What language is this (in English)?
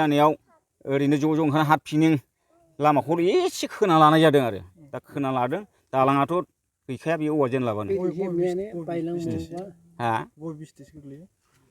Bodo